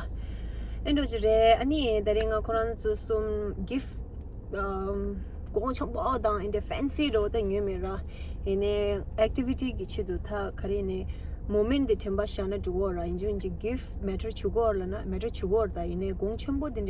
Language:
Tibetan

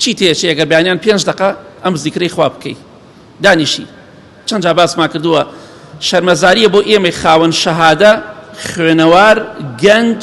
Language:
Central Kurdish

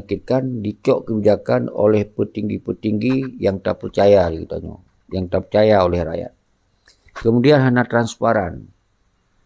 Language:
Achinese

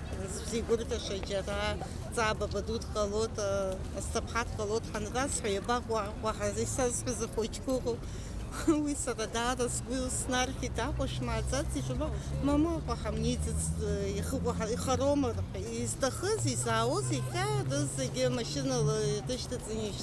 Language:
Abkhazian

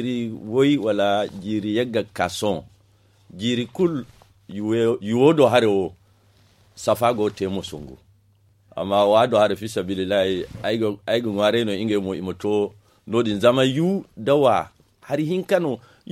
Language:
Zarma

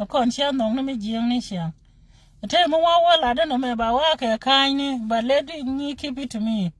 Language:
Nuer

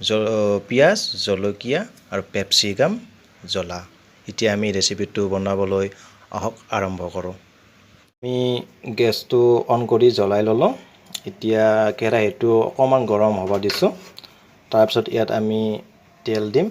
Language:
Assamese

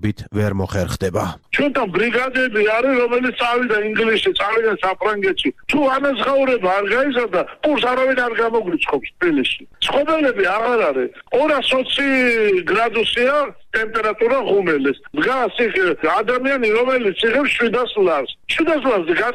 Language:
Georgian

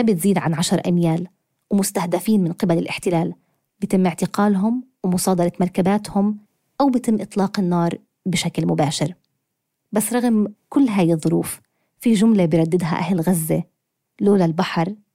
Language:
North Levantine Arabic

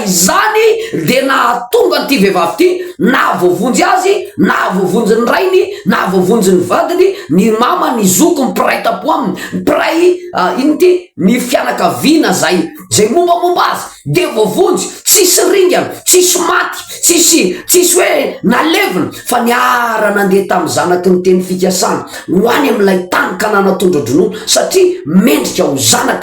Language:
Malagasy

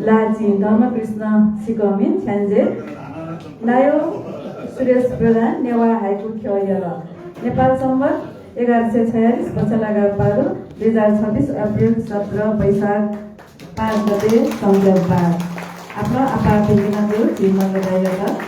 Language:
Newari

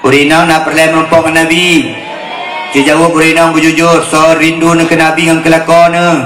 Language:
Achinese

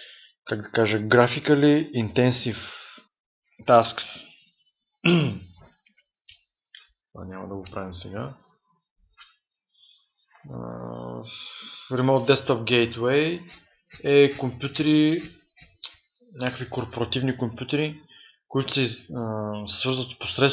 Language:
Bulgarian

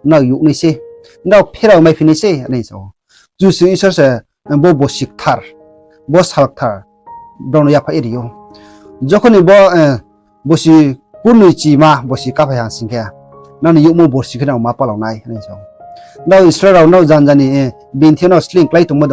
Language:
Riang (India)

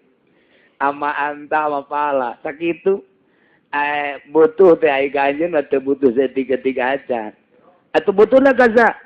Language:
Sundanese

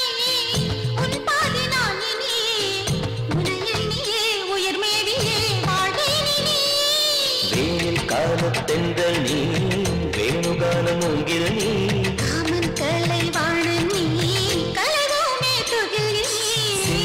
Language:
Tamil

